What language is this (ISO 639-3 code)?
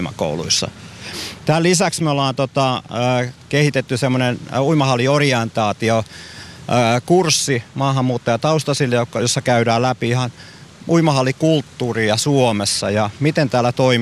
fin